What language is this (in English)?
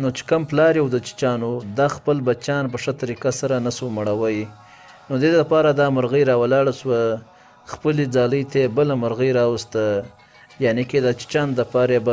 Pashto